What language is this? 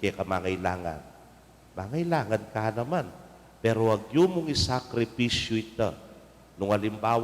Pampanga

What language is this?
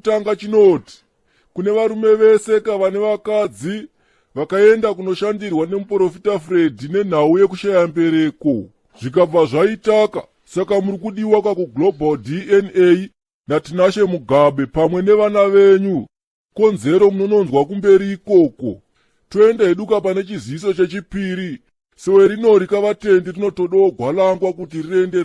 Shona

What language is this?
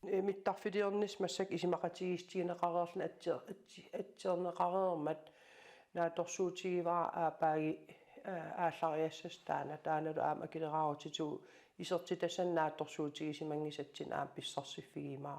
Kalaallisut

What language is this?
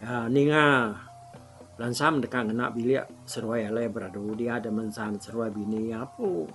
Iban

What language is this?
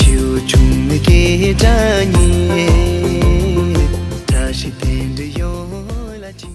Tibetan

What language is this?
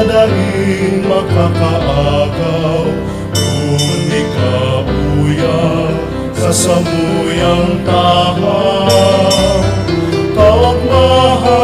Bikol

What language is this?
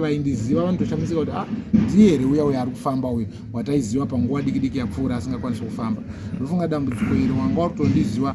Shona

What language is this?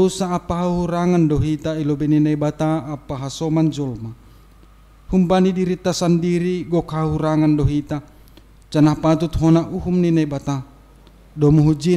Batak Simalungun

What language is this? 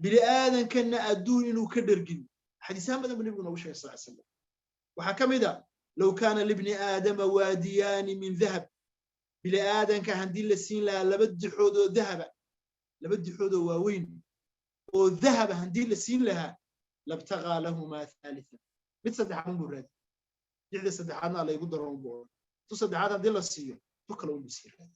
Somali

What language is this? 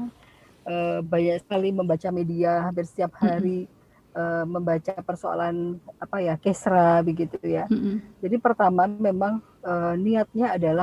Indonesian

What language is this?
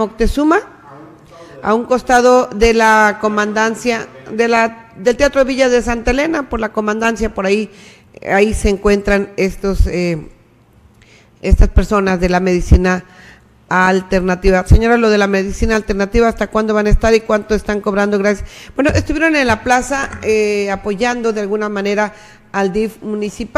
Spanish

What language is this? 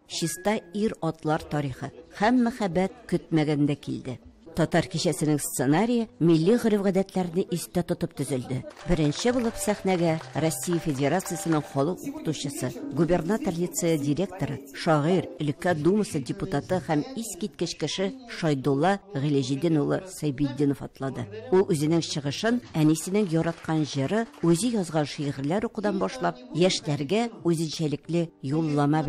Tatar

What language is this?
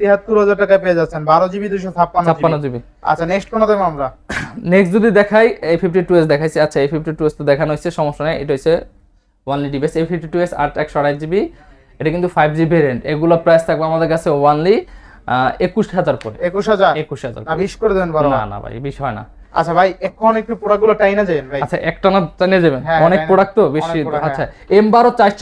Bangla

